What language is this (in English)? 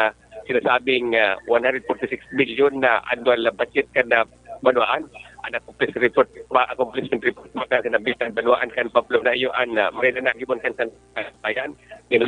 Bikol